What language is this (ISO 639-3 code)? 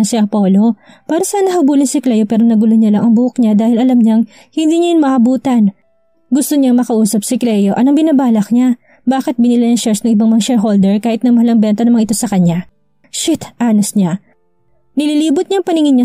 fil